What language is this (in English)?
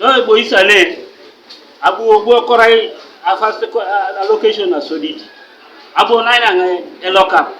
Teso